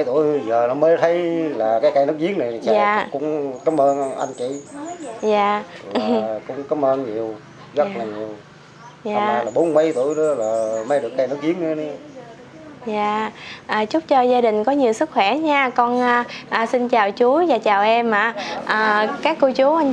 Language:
Vietnamese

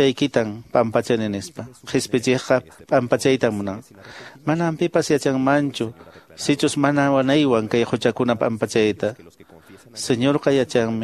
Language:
Quechua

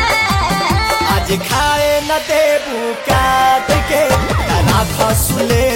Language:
Bhojpuri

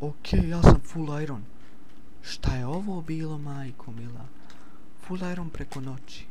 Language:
Bosnian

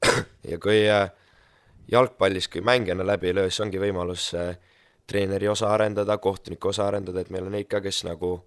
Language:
Estonian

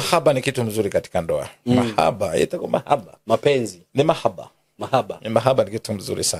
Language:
Kikuyu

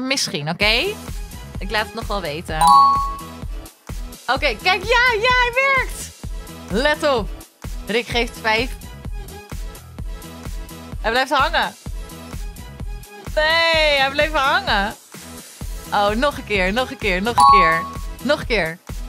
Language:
Dutch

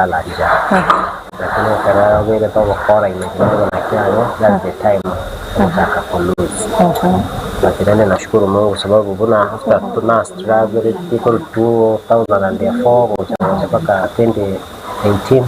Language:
Gusii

